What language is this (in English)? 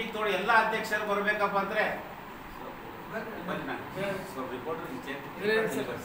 Kannada